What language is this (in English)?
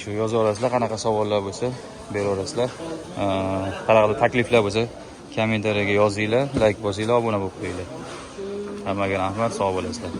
Uzbek